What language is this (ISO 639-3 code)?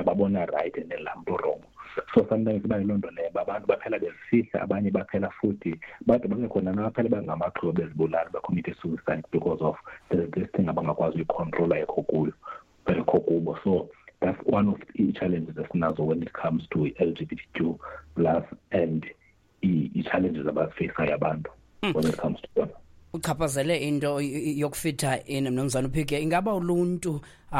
xho